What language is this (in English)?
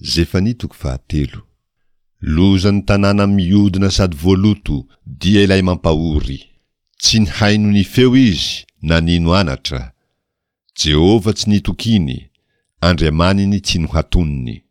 Malagasy